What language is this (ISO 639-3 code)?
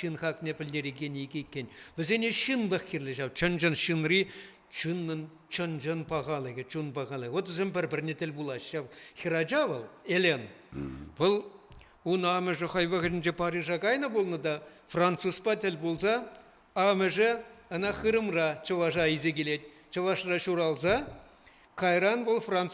chv